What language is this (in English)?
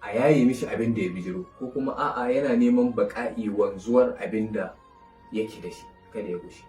Hausa